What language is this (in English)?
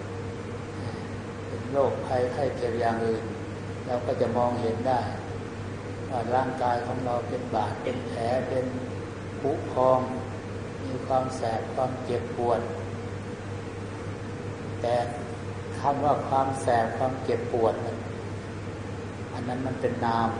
Thai